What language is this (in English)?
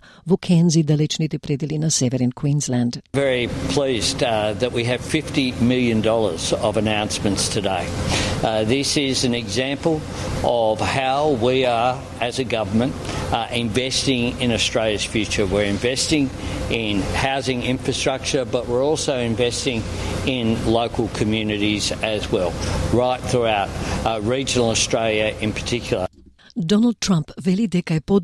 Macedonian